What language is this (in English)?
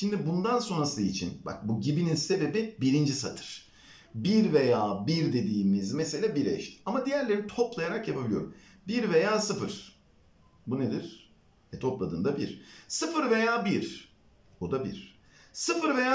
Turkish